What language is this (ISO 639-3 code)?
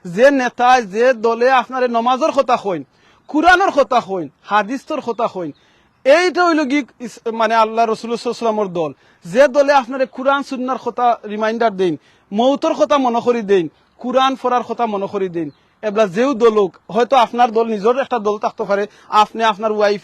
syl